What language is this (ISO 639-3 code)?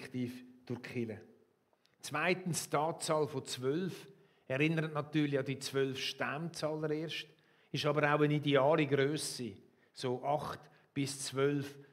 gsw